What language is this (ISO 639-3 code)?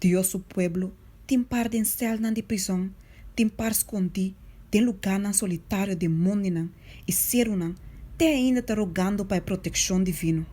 pap